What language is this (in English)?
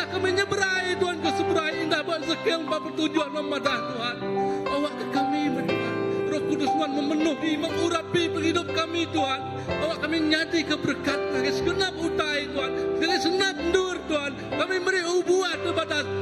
Iban